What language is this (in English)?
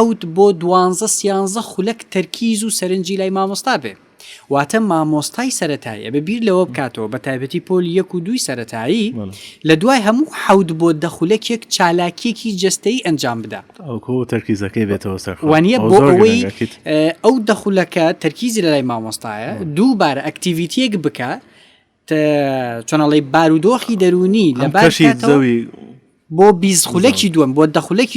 Central Kurdish